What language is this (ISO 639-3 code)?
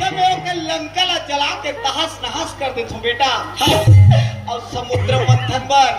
hne